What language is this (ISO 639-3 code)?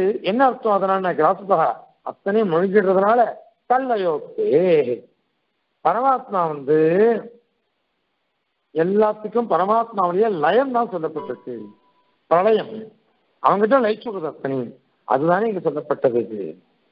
tam